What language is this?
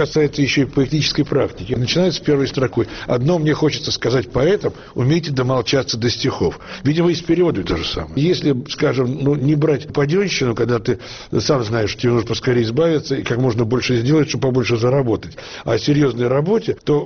Russian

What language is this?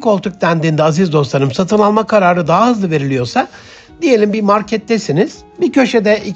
Turkish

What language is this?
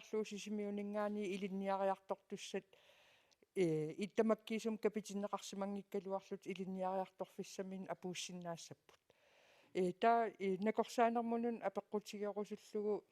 Kalaallisut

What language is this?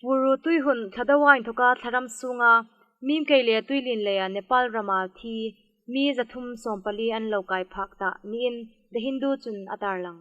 Hmar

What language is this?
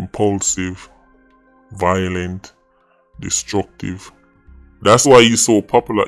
Jamaican Creole English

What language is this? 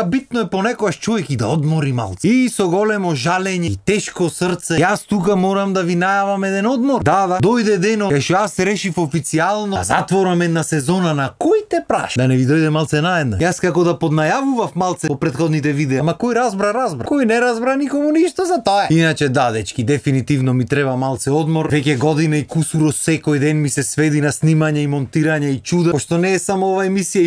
Macedonian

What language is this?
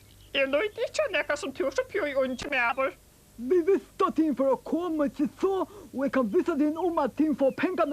Faroese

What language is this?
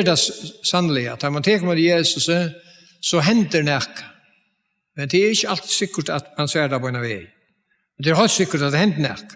Faroese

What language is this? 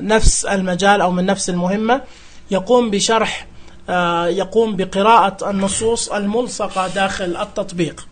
Najdi Arabic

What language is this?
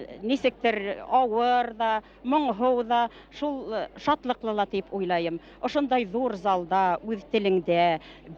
Bashkir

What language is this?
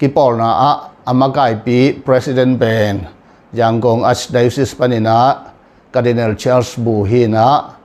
Tedim Chin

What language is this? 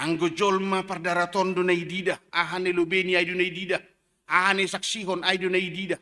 Batak Simalungun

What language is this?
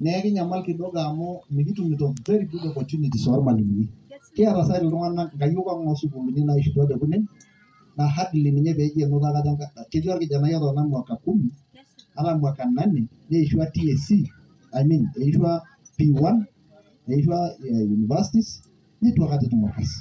Masai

